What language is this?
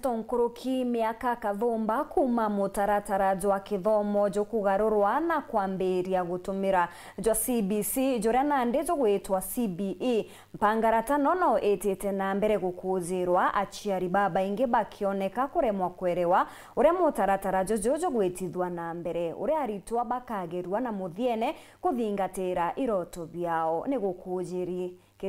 Meru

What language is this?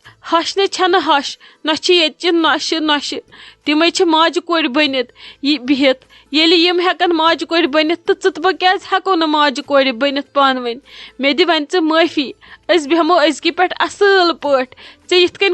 Kashmiri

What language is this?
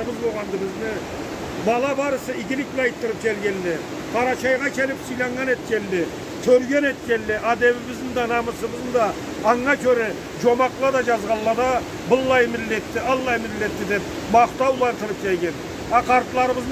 Karachay-Balkar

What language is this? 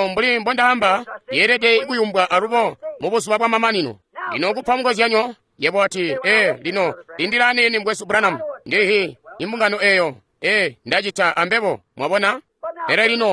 Tonga (Zambia)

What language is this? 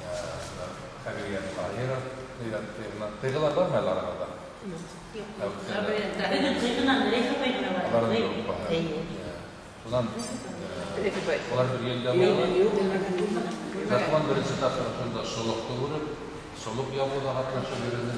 Bashkir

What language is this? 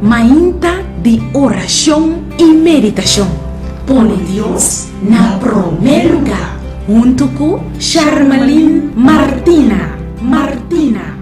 Papiamento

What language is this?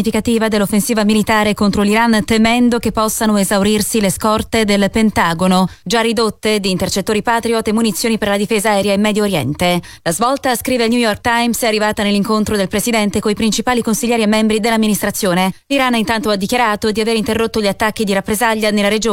Italian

